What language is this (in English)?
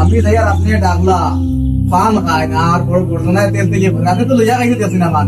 Sylheti